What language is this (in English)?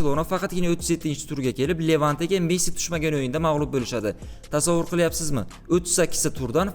Uzbek